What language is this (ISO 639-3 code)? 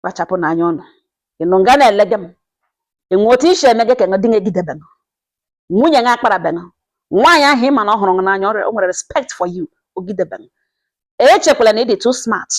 ibo